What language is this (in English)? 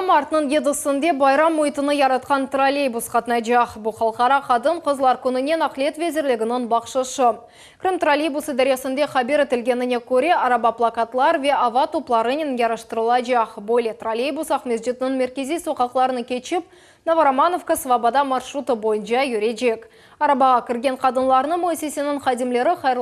Crimean Tatar